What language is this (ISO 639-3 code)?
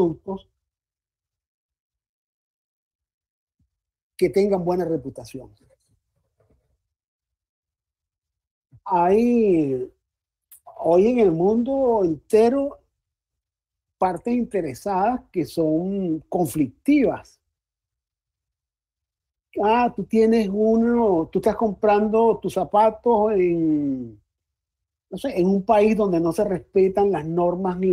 spa